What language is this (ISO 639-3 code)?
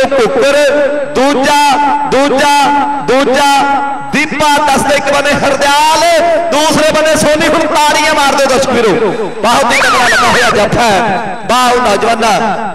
pan